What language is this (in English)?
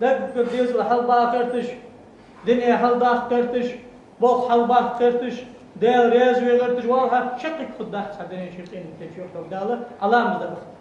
Ingush